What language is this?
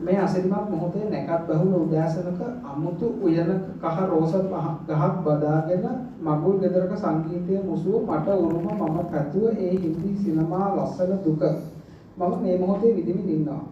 Sinhala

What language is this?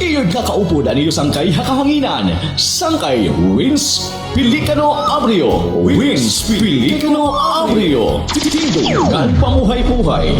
Waray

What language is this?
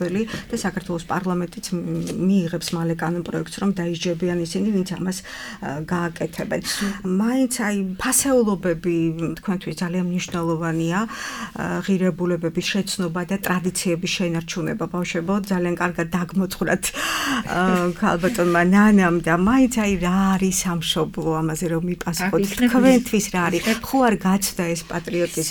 Georgian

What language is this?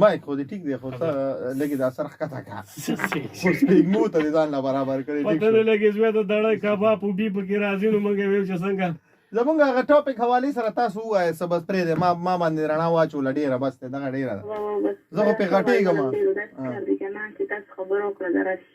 Pashto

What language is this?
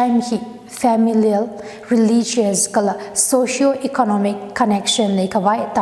Tangkhul Naga (India)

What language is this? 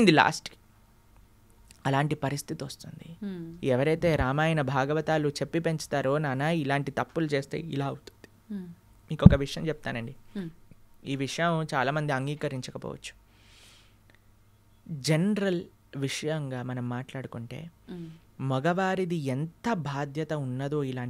Telugu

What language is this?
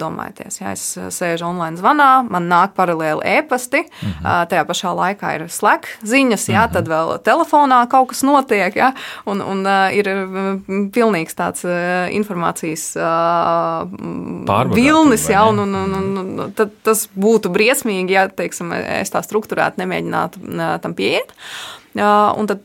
Latvian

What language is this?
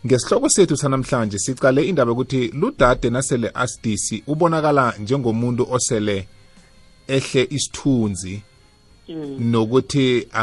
South Ndebele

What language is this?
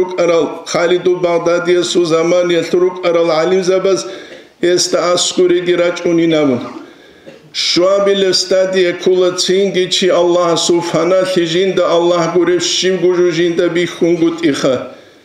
Avaric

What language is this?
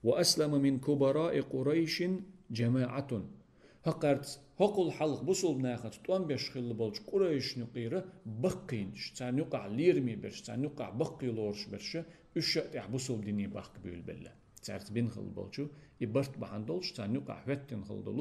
Chechen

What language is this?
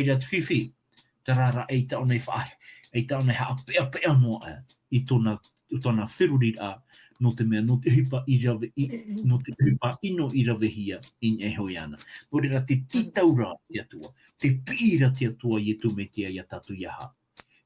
Tahitian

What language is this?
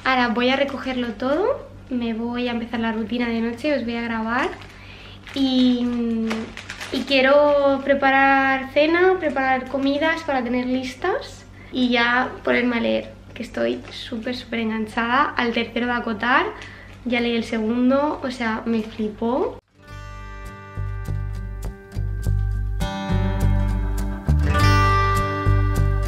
Spanish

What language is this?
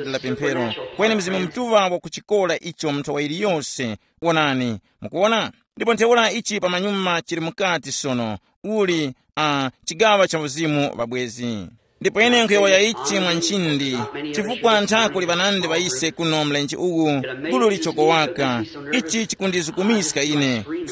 Tumbuka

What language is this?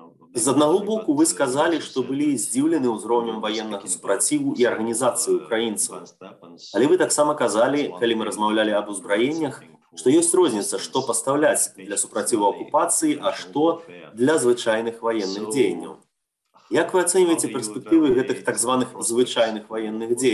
Belarusian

